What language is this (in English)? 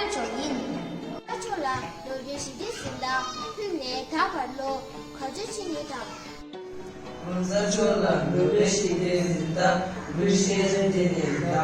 Tibetan